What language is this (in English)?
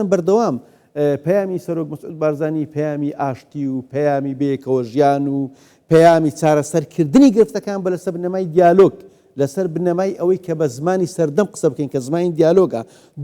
Central Kurdish